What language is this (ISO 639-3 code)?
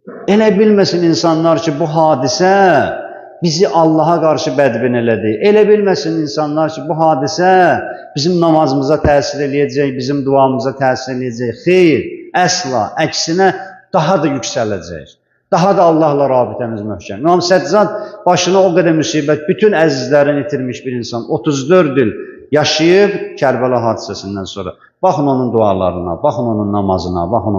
aze